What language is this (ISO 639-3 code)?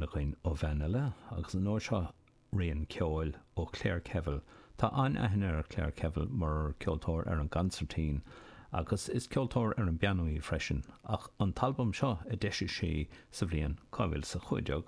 gle